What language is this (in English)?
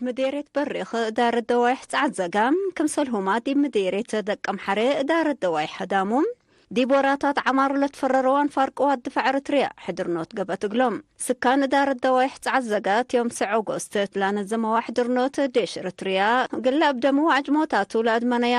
Tigre